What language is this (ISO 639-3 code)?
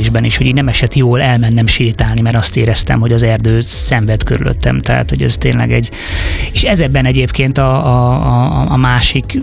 hun